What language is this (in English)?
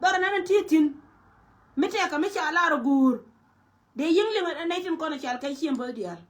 Nuer